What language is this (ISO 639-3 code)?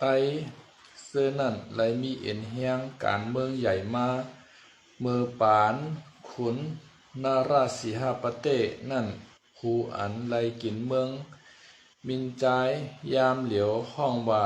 shn